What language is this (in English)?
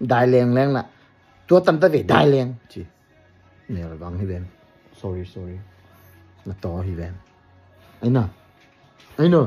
Tedim Chin